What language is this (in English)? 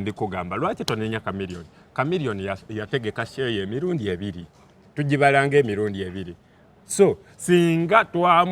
Ganda